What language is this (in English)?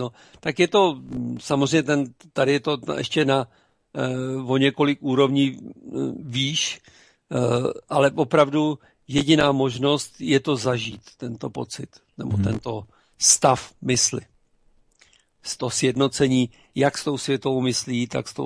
Czech